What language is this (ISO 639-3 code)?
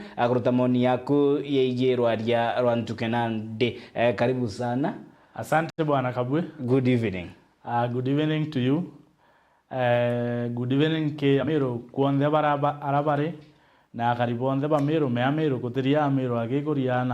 mer